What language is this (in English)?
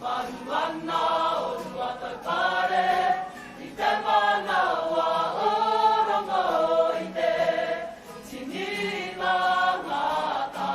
Māori